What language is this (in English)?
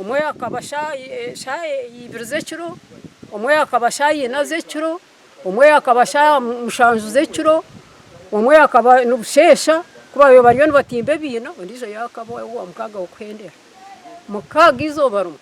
Nyankole